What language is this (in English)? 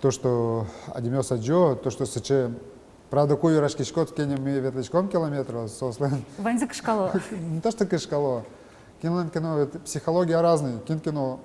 Udmurt